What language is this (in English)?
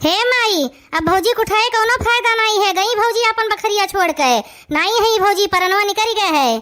Awadhi